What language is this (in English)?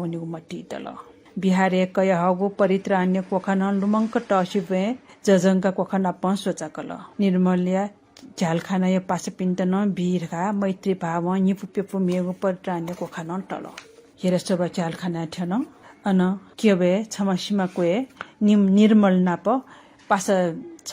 Newari